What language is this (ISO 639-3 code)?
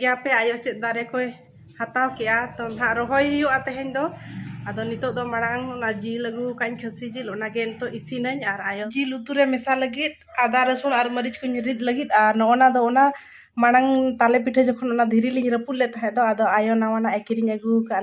sat